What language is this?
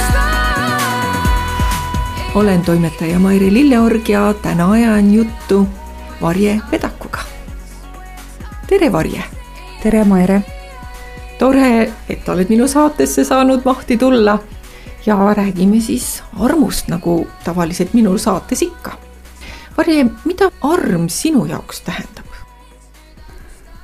Estonian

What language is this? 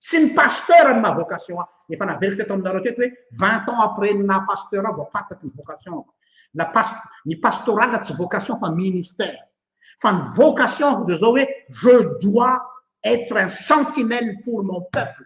Malagasy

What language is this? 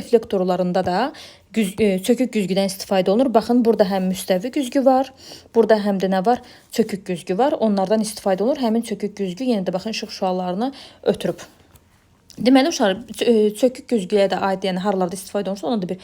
Azerbaijani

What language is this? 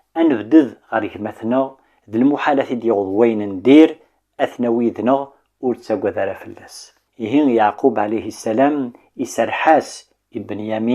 Kabyle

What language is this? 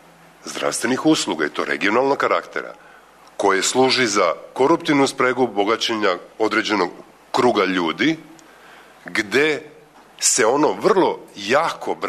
Serbian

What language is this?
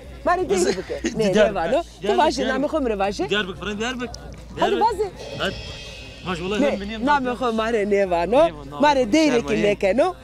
Zaza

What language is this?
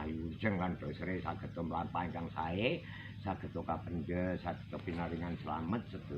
Javanese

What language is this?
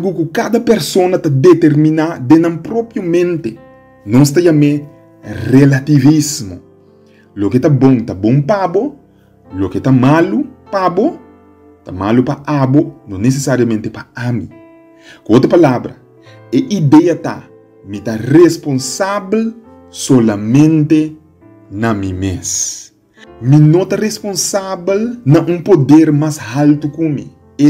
Papiamento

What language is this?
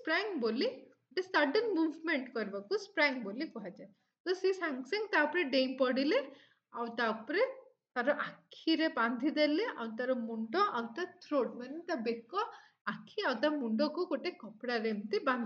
Odia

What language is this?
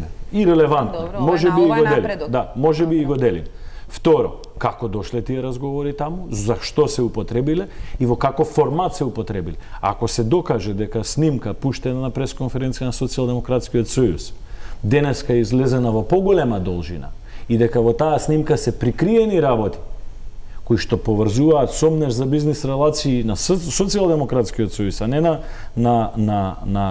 Macedonian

